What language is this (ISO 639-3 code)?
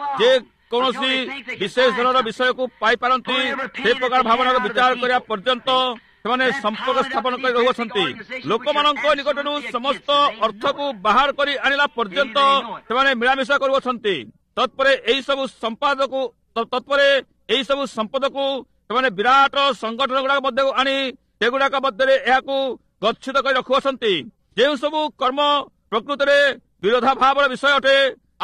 ori